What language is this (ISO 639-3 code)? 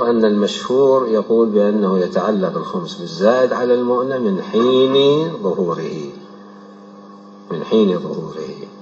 ara